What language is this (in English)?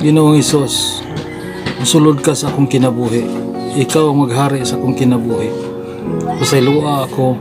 Cebuano